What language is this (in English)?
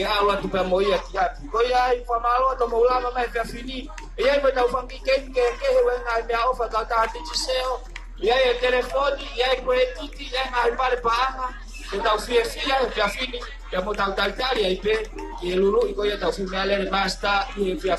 Tongan